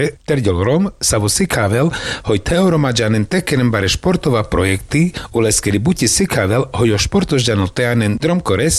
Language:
Carpathian Romani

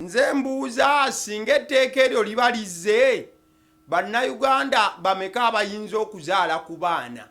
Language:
Ganda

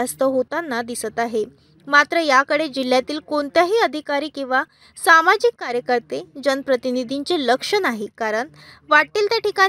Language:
Marathi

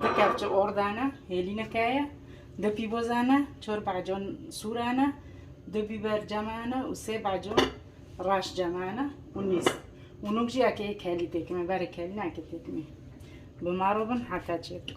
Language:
Kurdish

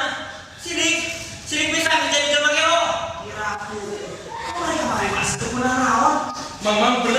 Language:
Sundanese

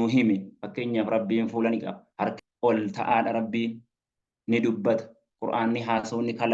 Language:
Oromo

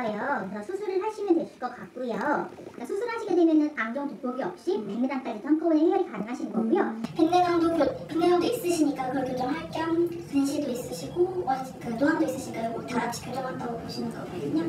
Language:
Korean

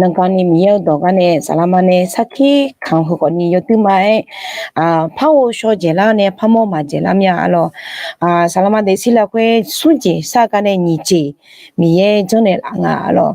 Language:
Akha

